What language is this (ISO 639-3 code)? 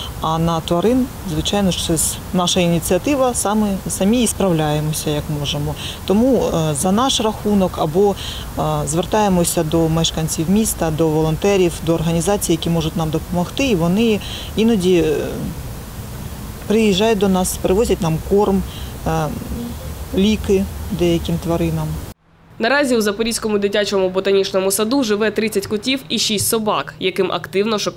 ukr